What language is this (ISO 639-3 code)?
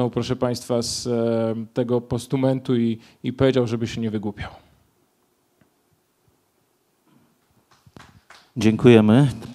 pol